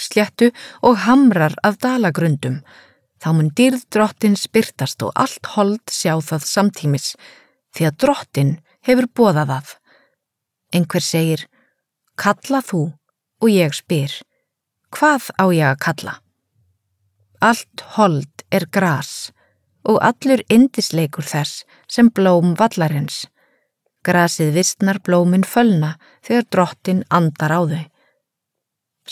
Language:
Icelandic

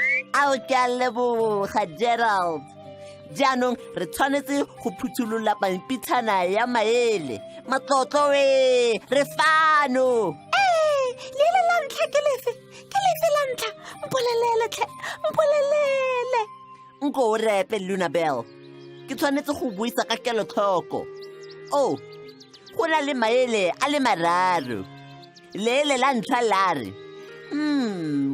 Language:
Tswana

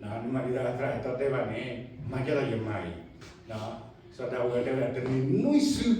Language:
S'gaw Karen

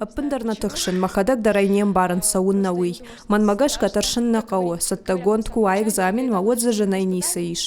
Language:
Ossetic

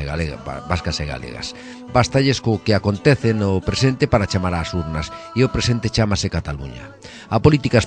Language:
Galician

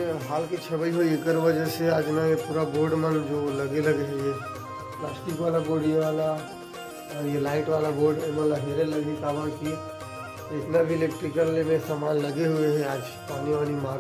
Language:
Chhattisgarhi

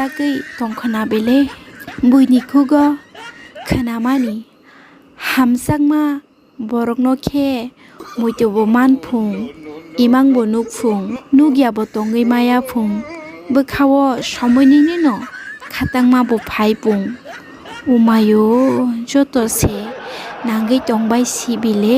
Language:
Kok Borok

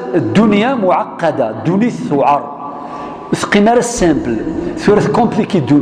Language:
Kabyle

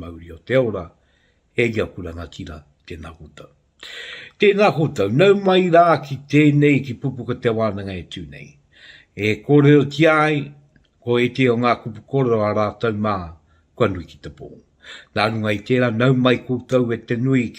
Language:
Māori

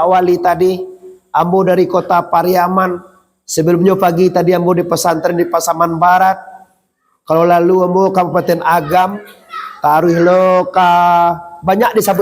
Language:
Minangkabau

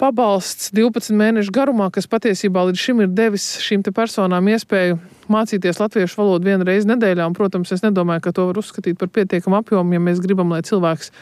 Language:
Latvian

